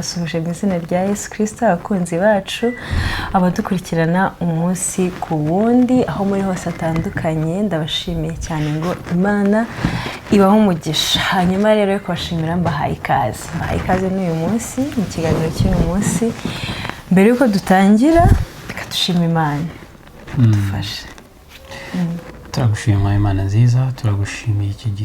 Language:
Kinyarwanda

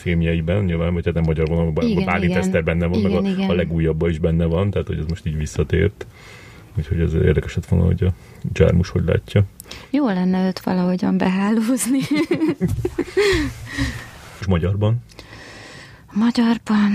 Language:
Hungarian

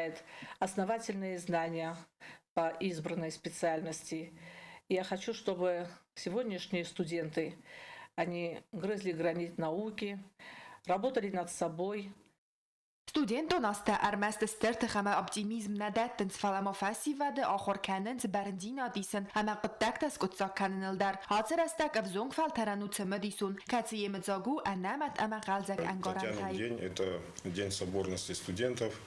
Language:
Ossetic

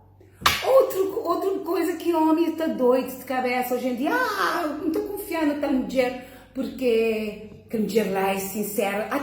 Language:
Kabuverdianu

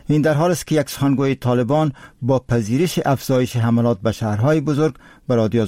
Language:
Persian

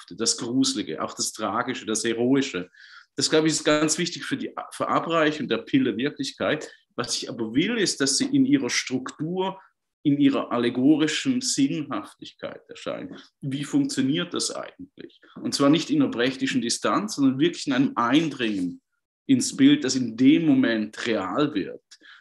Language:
German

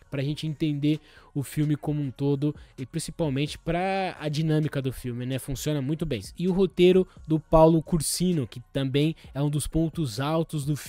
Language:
Portuguese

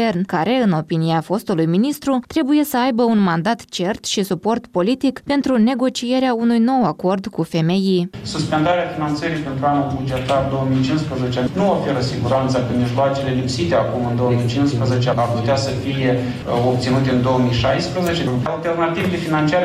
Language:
Romanian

